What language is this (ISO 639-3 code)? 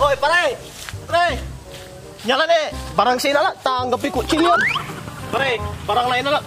pag